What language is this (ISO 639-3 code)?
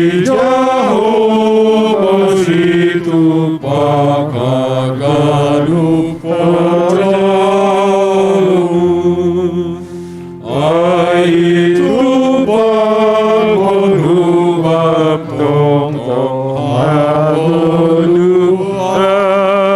bts